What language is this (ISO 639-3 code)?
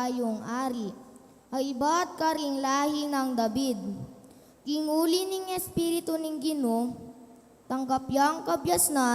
pam